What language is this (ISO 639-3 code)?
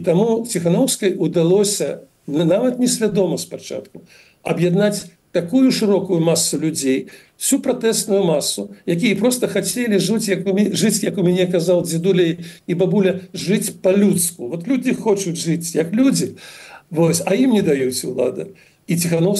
bel